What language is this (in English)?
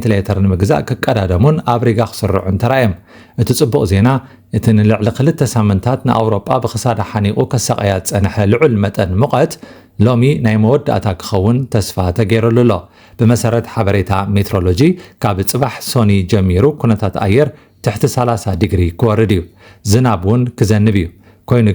Tigrinya